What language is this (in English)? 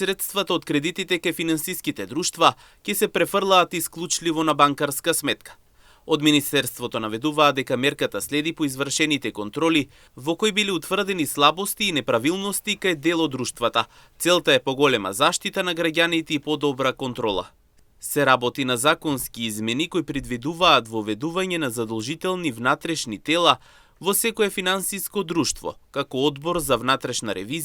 Macedonian